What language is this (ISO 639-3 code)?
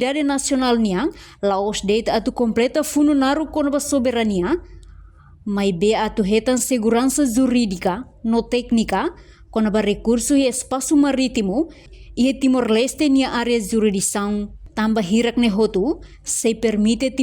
tet